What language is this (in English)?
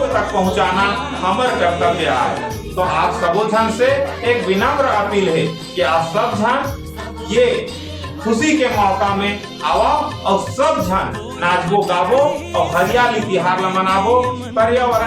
Chhattisgarhi